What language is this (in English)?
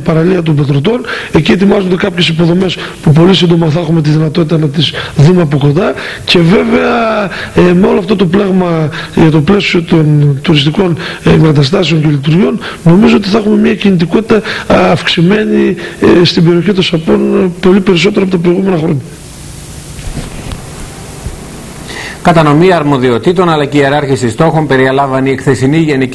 Greek